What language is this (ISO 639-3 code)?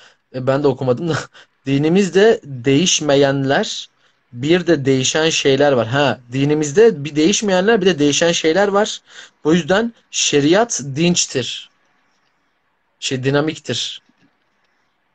tur